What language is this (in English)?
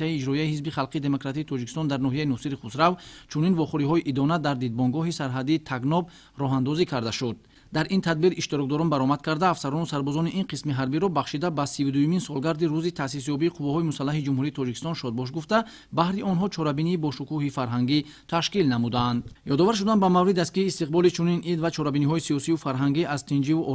Tajik